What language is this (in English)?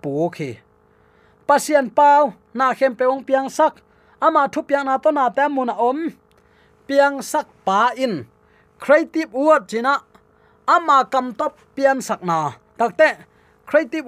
Tedim Chin